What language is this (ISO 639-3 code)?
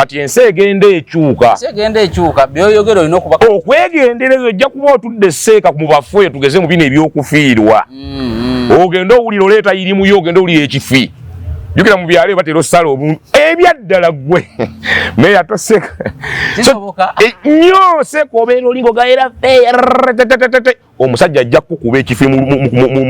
lug